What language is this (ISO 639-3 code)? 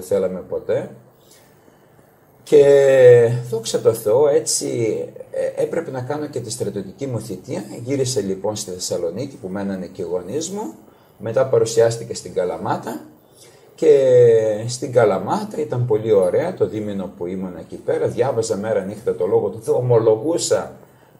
ell